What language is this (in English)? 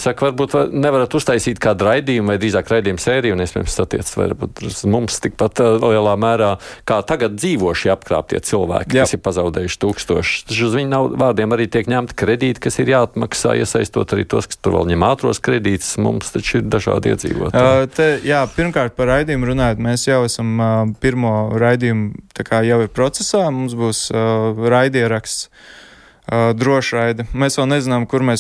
Latvian